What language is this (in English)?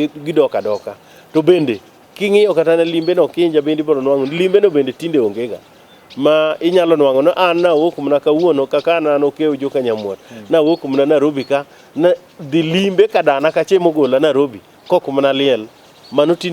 Luo (Kenya and Tanzania)